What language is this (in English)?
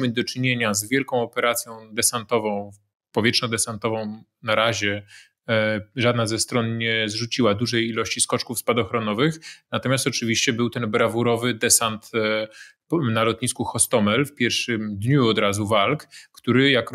Polish